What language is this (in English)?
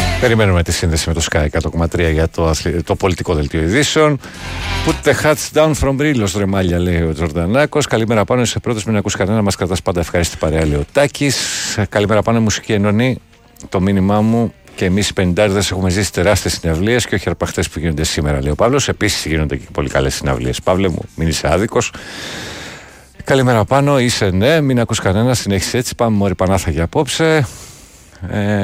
Greek